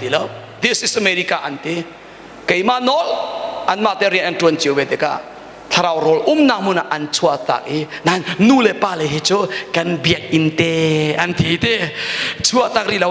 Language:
Hakha Chin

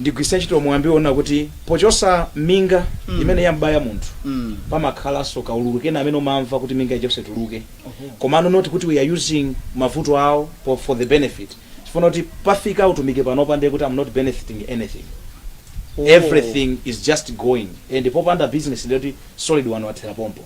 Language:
Nyanja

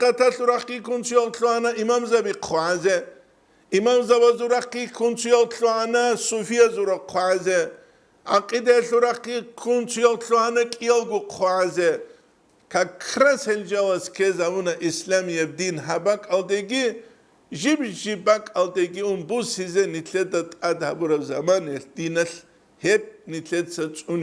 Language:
Avaric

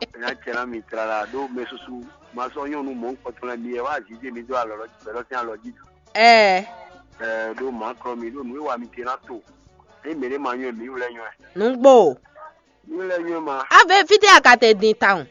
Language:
Fon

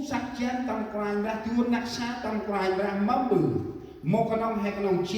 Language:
Central Mnong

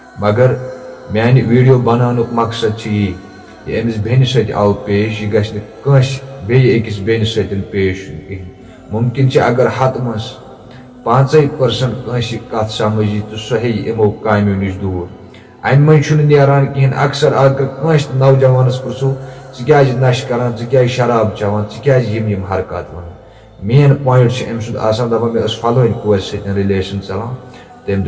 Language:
Kashmiri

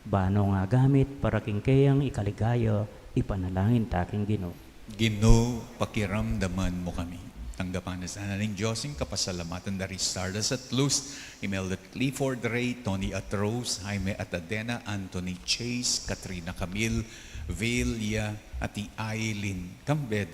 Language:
Pampanga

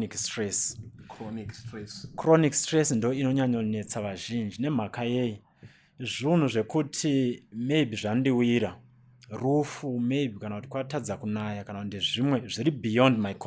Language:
Shona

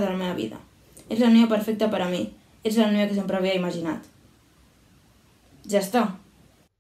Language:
Catalan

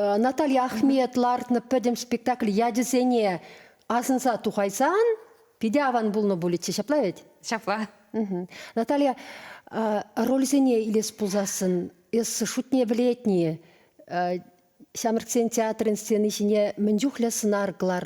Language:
Chuvash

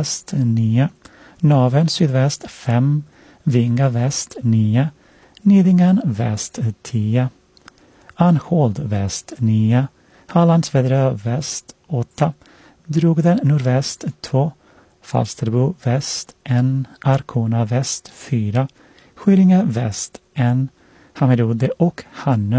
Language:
Swedish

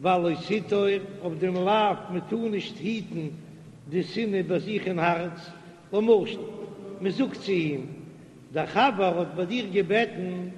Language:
Yiddish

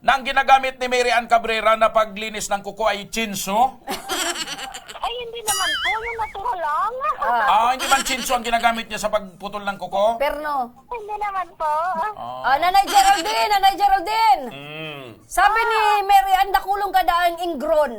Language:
Bikol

